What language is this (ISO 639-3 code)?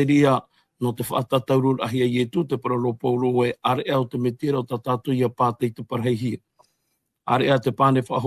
tah